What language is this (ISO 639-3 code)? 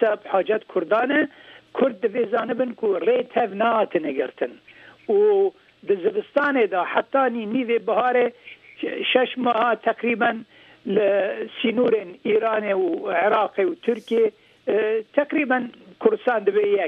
kur